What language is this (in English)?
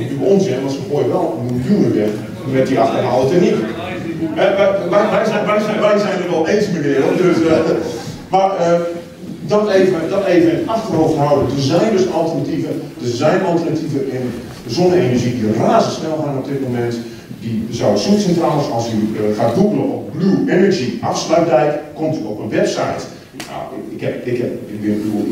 Dutch